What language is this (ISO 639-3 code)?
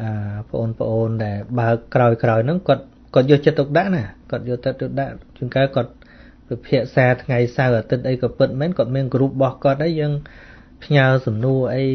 khm